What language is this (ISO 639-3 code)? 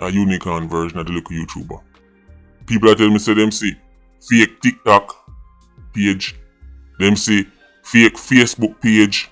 jam